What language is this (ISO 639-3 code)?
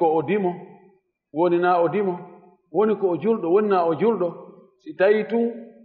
ful